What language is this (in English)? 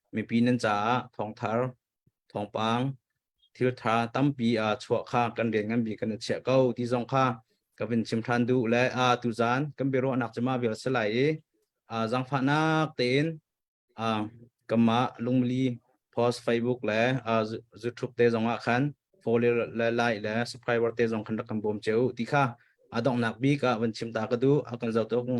Hakha Chin